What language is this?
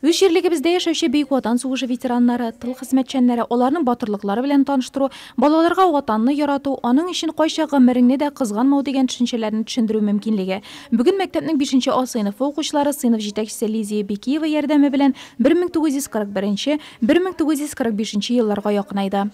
Tatar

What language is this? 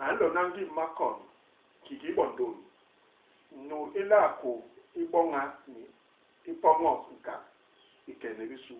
Basaa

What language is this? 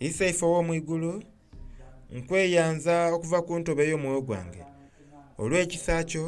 Soga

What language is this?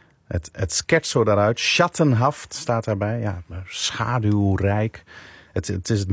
Dutch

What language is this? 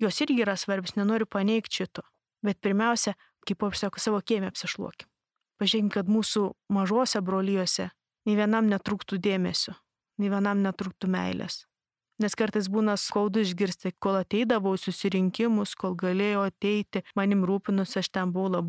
Lithuanian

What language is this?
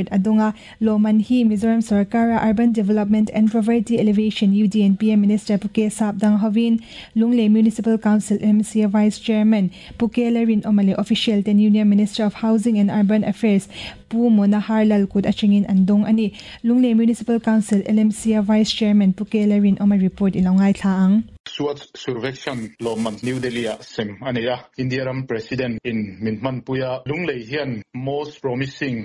Mizo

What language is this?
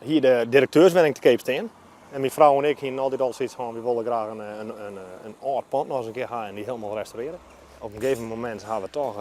Western Frisian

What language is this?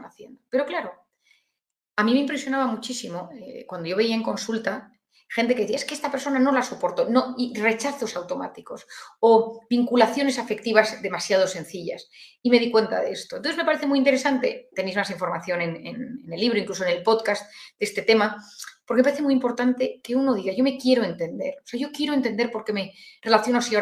Spanish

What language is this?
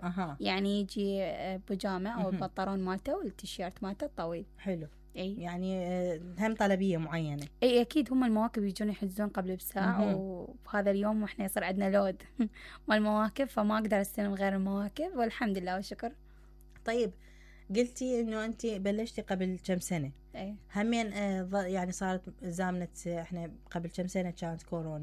Mesopotamian Arabic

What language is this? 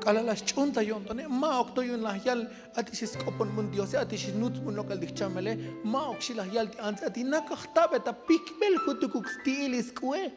Tzotzil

